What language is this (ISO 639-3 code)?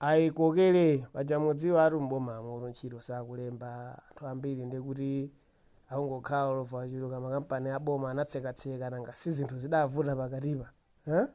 nya